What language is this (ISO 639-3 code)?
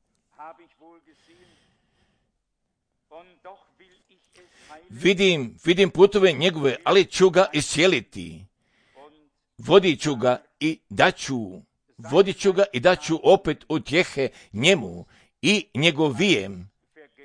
hrv